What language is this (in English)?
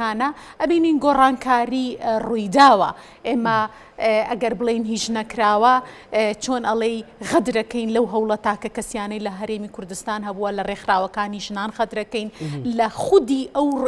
Central Kurdish